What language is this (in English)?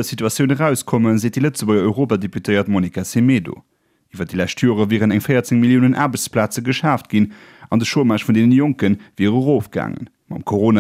Luxembourgish